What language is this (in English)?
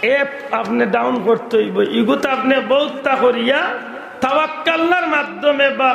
Sylheti